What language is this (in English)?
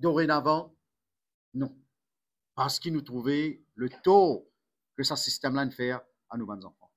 Morisyen